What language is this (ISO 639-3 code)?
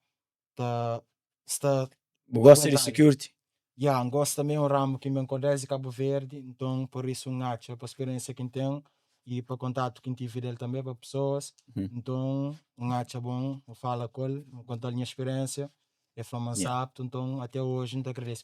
kea